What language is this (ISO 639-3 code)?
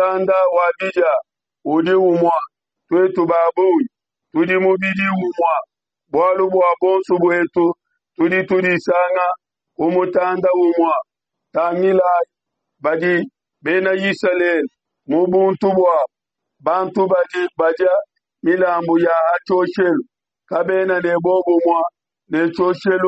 lua